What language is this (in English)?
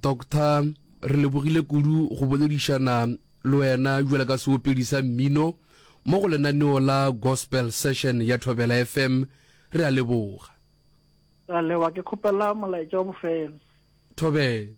Northern Sotho